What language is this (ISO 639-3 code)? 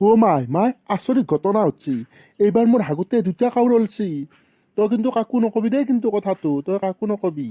asm